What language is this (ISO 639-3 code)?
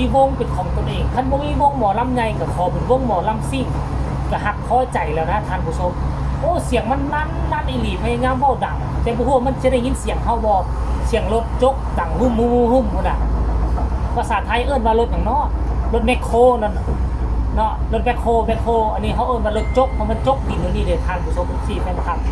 tts